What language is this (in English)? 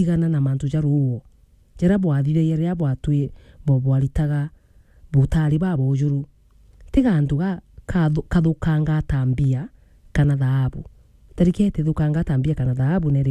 Meru